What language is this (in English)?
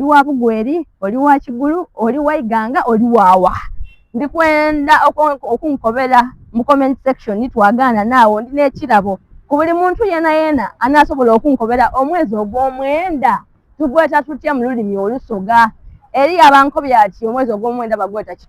Soga